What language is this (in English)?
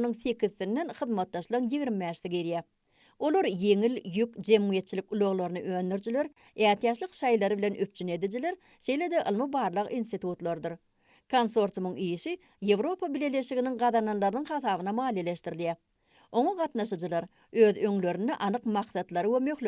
Turkmen